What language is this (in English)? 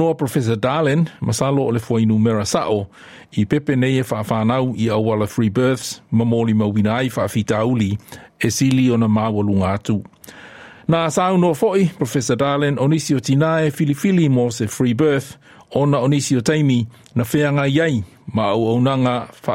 Samoan